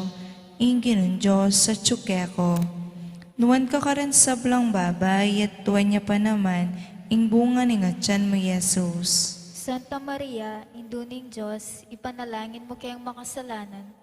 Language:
Pampanga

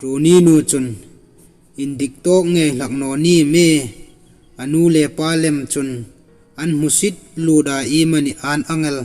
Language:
Hmar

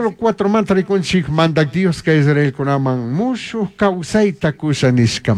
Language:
Chimborazo Highland Quichua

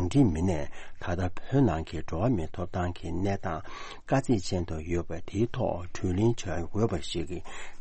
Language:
Tibetan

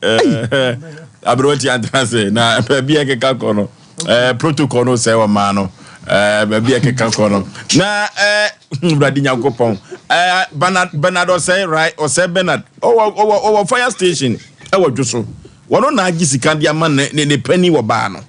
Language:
Akan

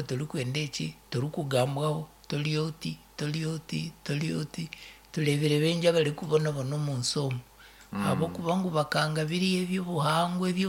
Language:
Nyankole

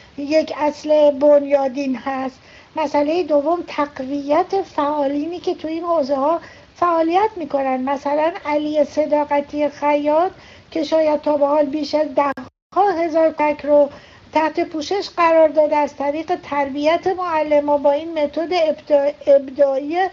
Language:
Persian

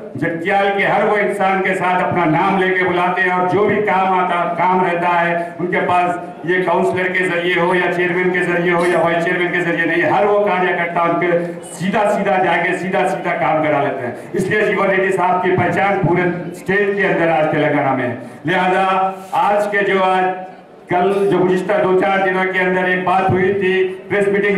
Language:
Telugu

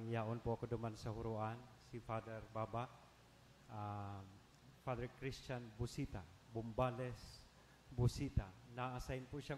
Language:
Bikol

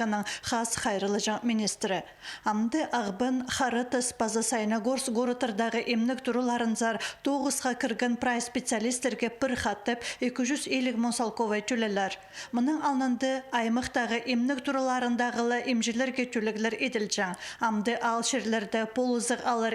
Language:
Khakas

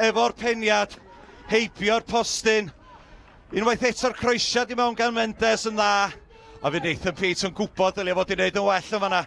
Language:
Welsh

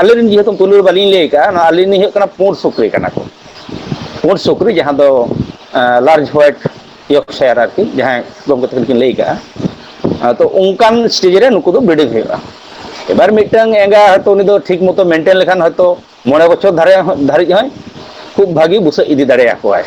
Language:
Santali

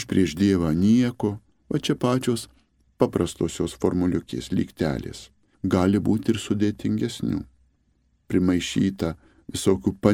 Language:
Lithuanian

